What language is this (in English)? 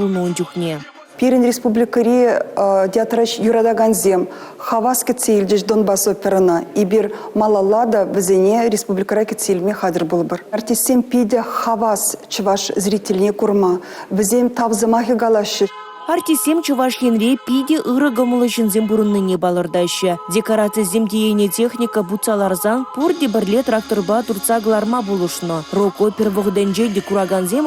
Chuvash